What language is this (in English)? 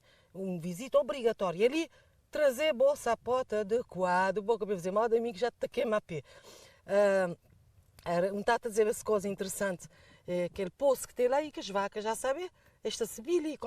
Kabuverdianu